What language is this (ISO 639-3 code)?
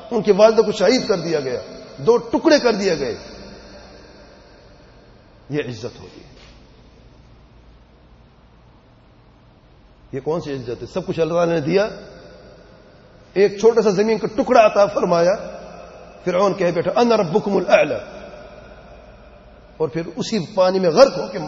urd